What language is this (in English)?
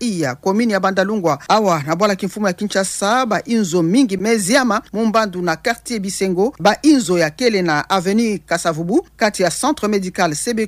Kituba (Democratic Republic of Congo)